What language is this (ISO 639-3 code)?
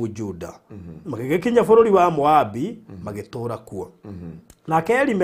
kik